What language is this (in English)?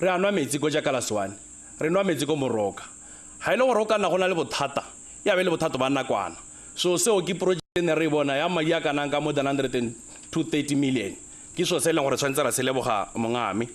Tswana